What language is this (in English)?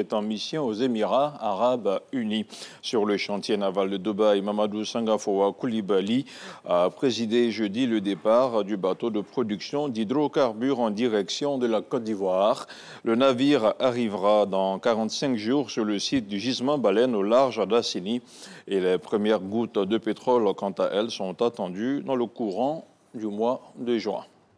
French